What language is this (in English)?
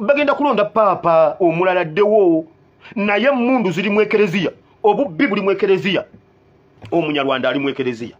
Ganda